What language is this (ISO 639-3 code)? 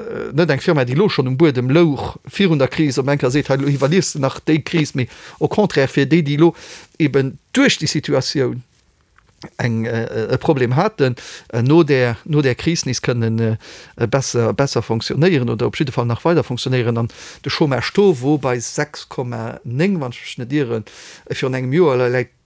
ltz